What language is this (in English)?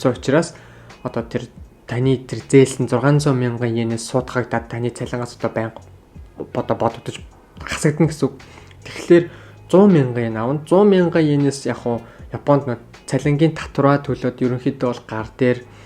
Mongolian